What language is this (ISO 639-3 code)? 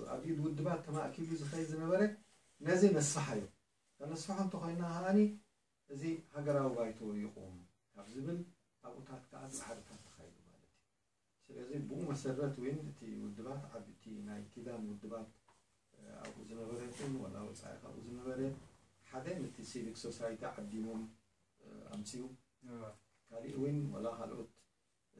tir